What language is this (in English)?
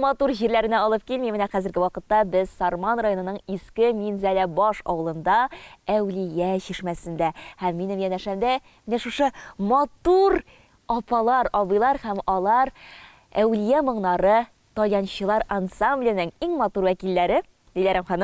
Tatar